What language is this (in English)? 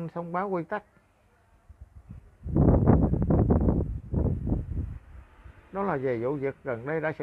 Vietnamese